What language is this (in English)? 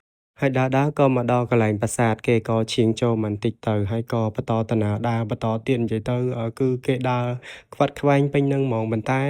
Khmer